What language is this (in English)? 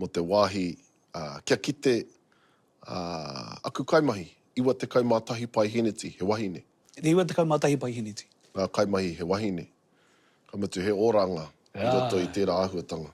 Māori